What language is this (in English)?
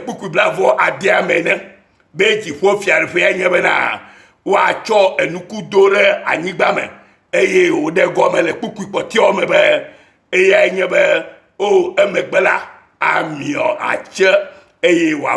Ewe